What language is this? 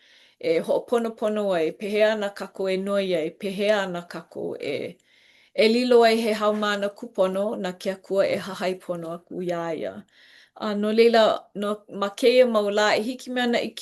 Hawaiian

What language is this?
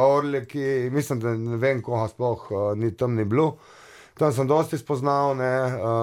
Slovenian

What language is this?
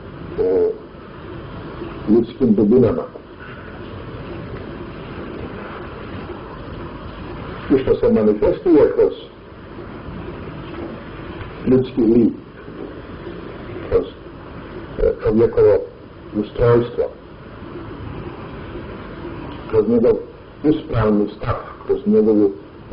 Bosnian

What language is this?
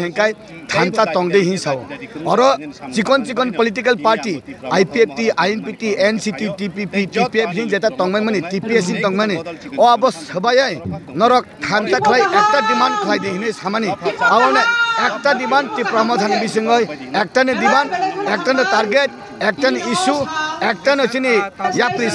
Kok Borok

